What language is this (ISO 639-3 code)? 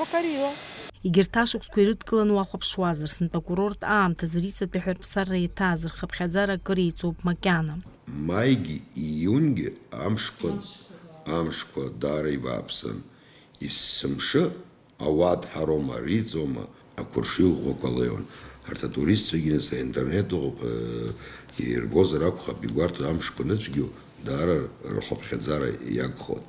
abk